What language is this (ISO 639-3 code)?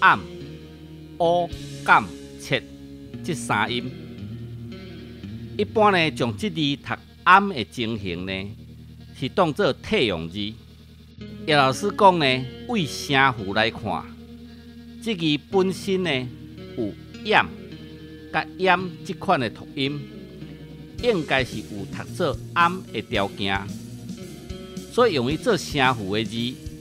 nan